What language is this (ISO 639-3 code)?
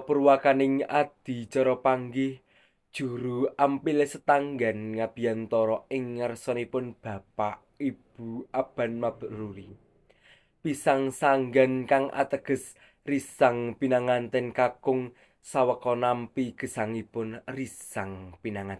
jav